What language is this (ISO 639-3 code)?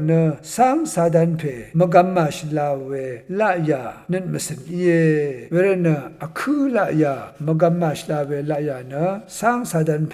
raw